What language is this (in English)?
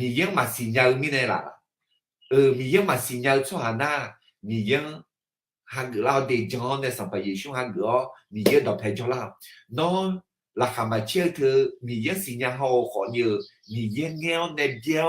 Akha